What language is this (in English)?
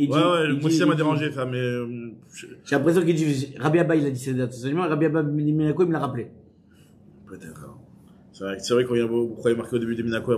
French